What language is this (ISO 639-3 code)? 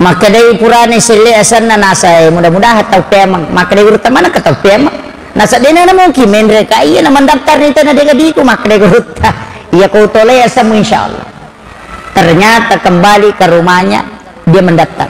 bug